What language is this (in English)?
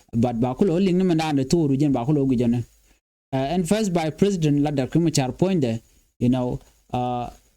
Nuer